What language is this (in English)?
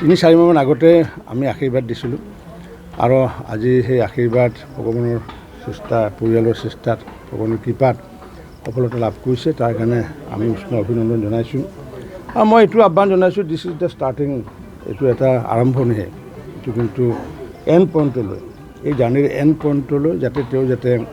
Assamese